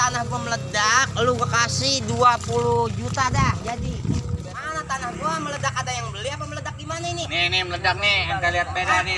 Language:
Betawi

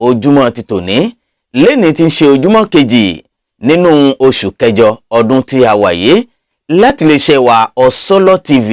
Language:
Yoruba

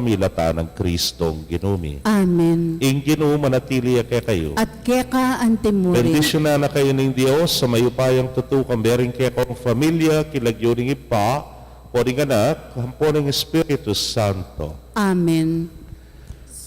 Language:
Pampanga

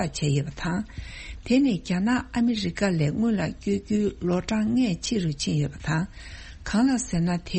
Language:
Tibetan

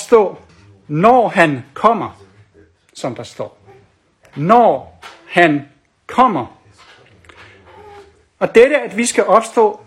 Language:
Danish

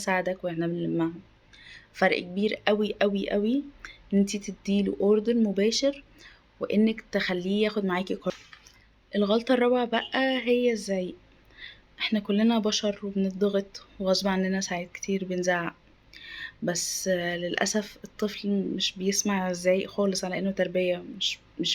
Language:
Egyptian Arabic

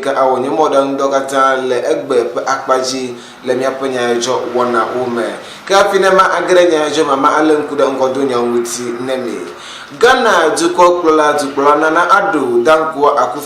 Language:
Ewe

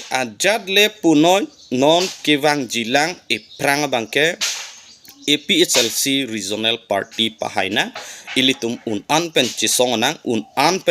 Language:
Karbi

